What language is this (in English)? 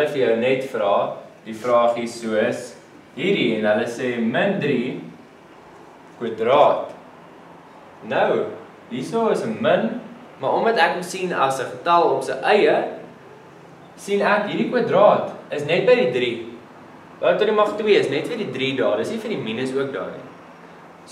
Afrikaans